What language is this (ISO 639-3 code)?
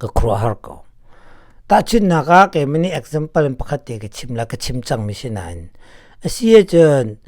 cnh